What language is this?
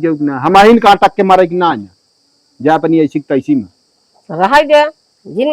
Awadhi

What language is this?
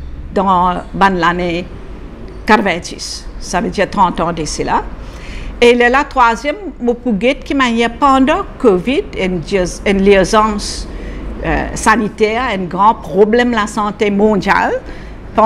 Morisyen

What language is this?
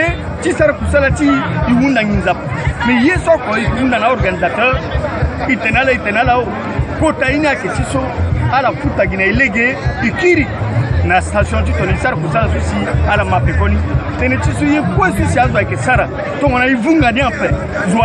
Sango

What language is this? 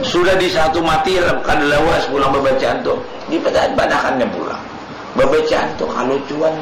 Banjar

